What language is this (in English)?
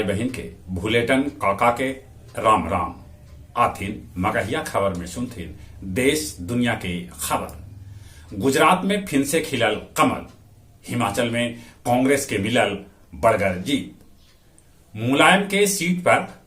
Magahi